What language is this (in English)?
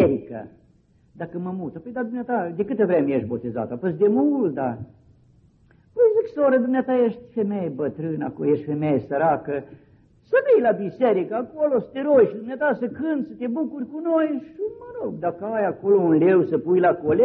Romanian